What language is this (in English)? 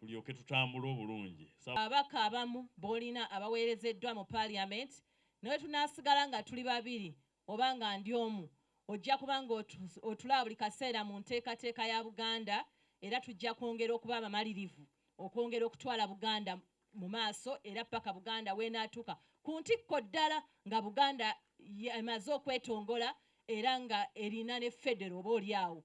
Ganda